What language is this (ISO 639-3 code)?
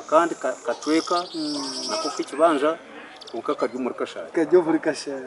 nyn